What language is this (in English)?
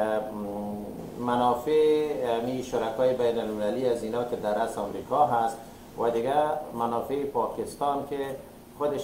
Persian